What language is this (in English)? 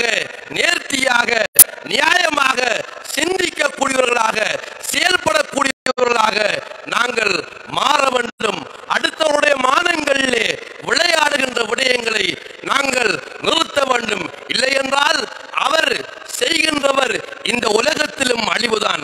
Tamil